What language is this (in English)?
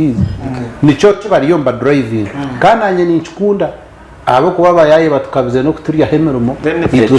Nyankole